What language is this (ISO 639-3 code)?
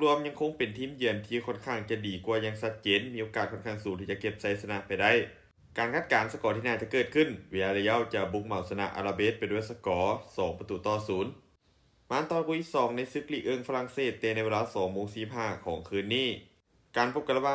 lao